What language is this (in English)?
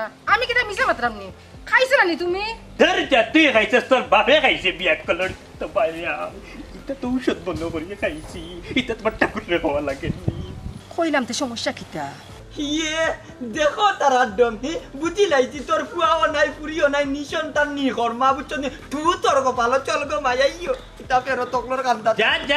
Sylheti